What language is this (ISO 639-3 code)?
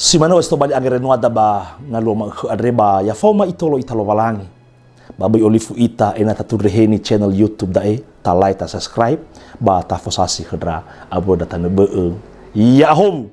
nia